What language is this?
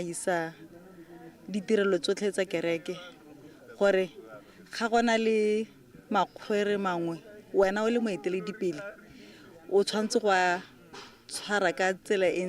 Tswana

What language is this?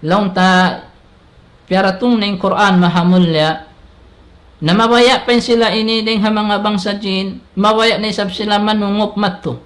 Tausug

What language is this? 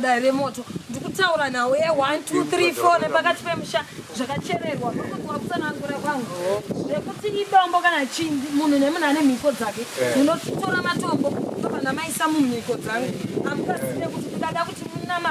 Shona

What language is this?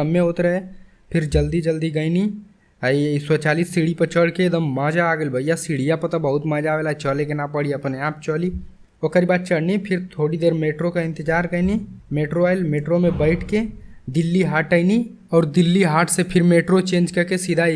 Bhojpuri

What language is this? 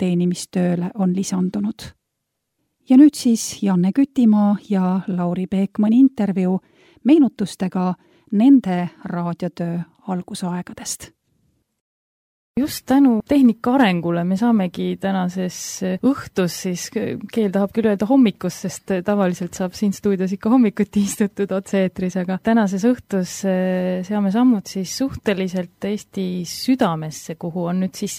Estonian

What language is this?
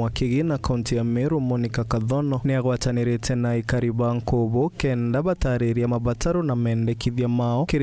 Meru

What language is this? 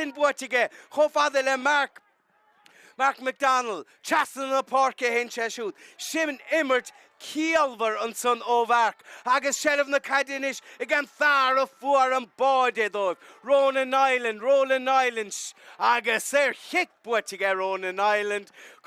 Irish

